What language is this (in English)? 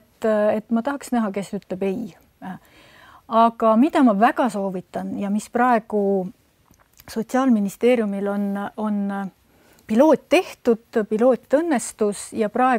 Estonian